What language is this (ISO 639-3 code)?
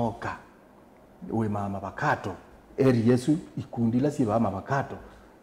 kam